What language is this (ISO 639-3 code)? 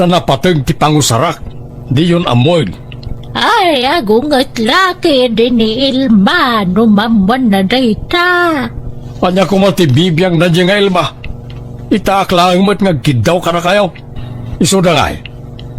ilo